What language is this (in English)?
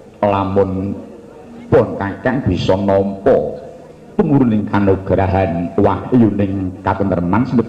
Javanese